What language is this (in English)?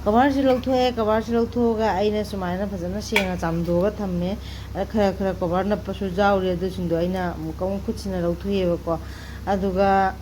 Manipuri